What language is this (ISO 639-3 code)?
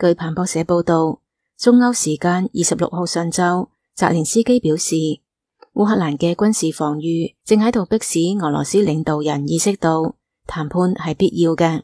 yue